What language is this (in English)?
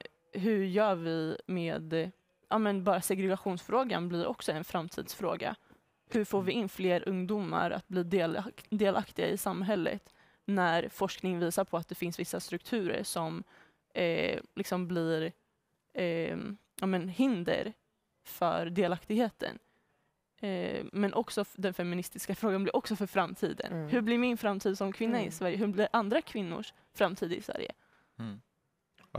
Swedish